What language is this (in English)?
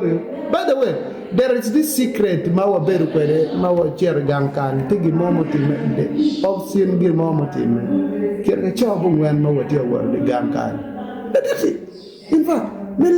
Acoli